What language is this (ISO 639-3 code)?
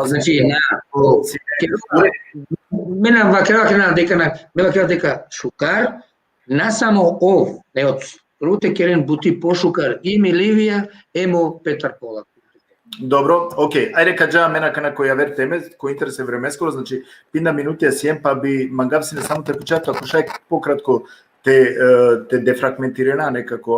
rmn